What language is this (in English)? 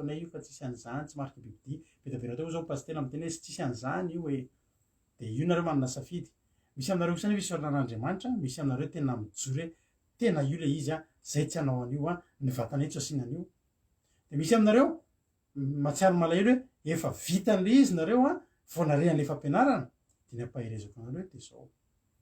Malagasy